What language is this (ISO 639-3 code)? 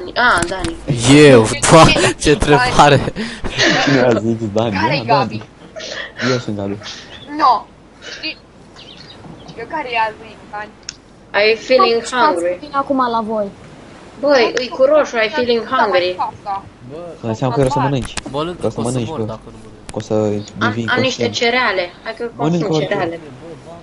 ron